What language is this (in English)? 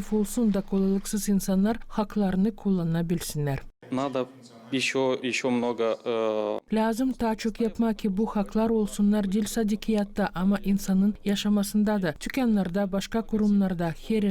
Gagauz